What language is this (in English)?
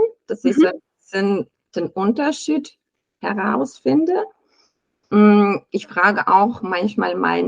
Swiss German